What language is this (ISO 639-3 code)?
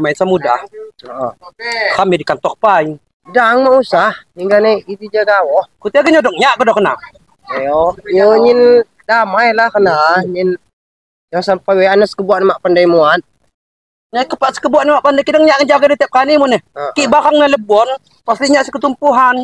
ljp